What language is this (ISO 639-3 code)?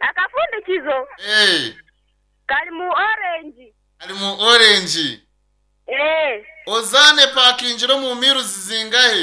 nyn